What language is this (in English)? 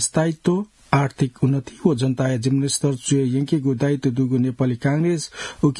Newari